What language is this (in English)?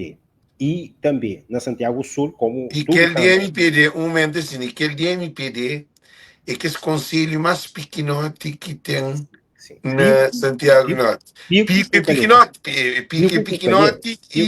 Kabuverdianu